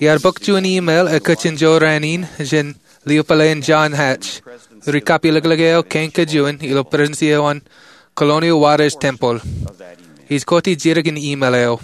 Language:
Marshallese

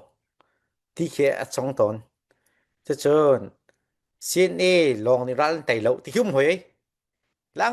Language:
Falam Chin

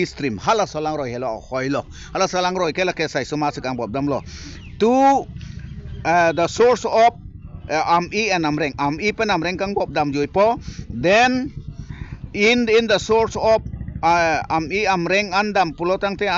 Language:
Karbi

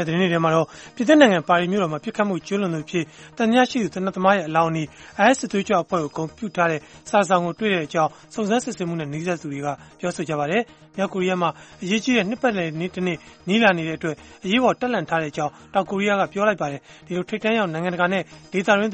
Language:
Burmese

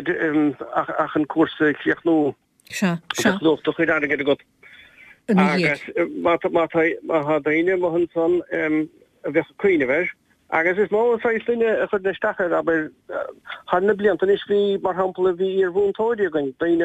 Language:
Irish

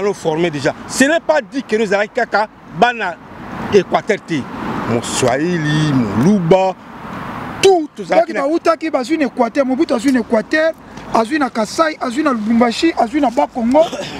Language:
Lingala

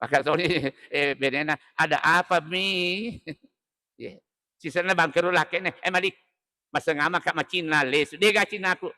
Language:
Buginese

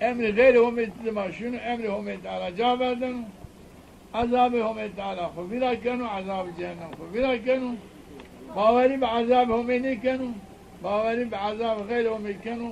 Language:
Zaza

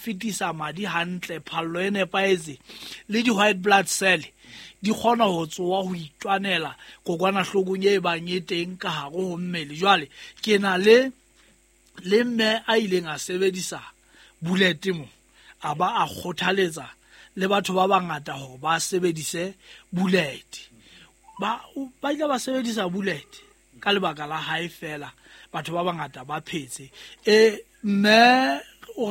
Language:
Southern Sotho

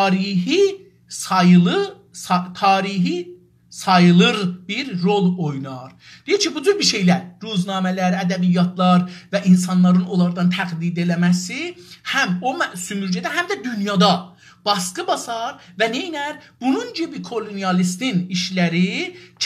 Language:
South Azerbaijani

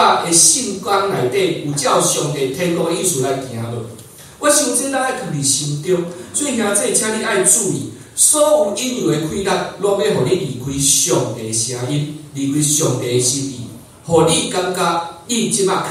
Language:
Min Nan Chinese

